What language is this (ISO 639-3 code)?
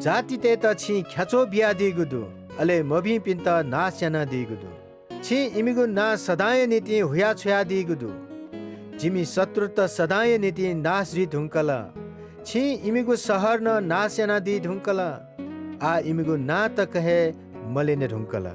new